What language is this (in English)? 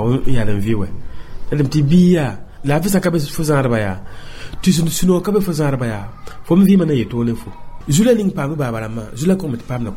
Mossi